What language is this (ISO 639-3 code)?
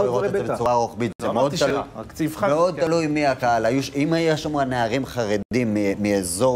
heb